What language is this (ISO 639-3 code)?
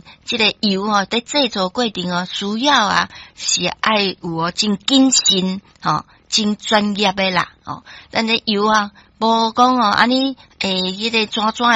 nan